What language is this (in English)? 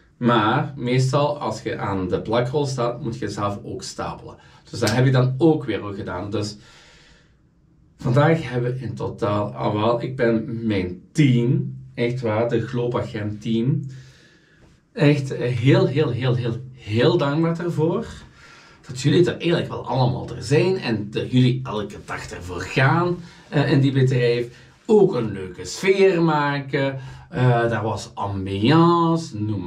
Dutch